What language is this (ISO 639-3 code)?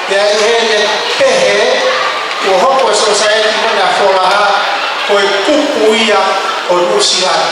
ton